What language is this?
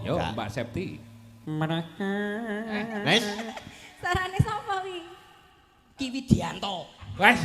Javanese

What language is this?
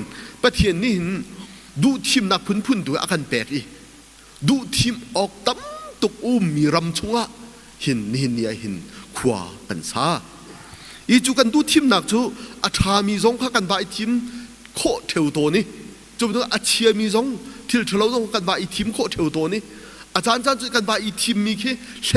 Hakha Chin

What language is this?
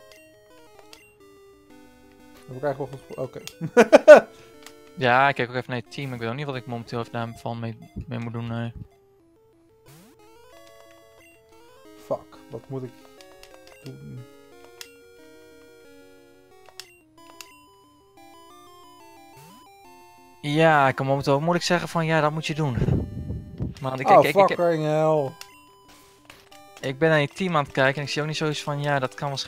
Dutch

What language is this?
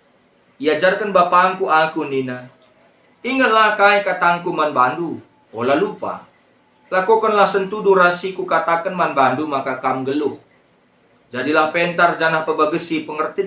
Batak Karo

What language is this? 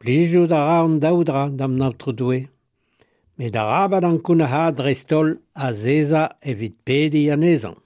Breton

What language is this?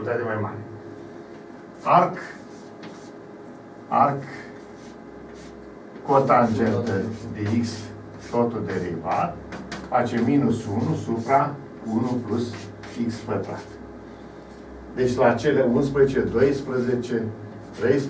Romanian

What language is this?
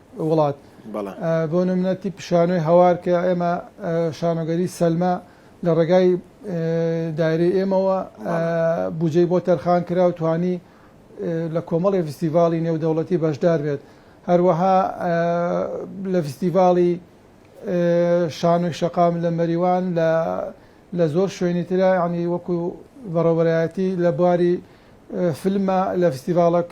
Central Kurdish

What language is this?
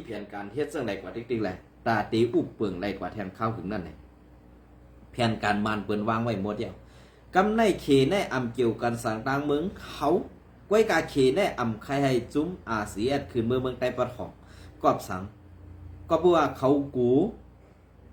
Shan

